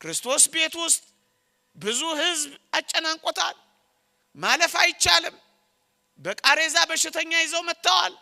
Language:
Amharic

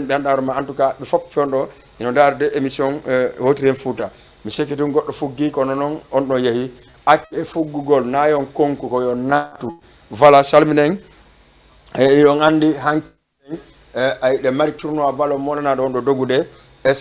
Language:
Fula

